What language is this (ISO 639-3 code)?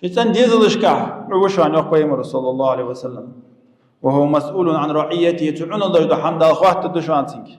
inh